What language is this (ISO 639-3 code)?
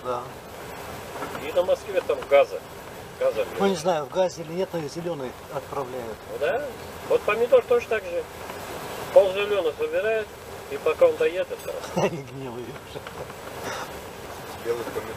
rus